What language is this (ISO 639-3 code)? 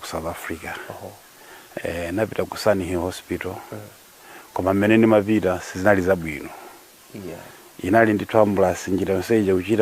nya